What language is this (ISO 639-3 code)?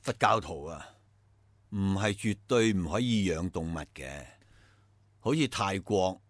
yue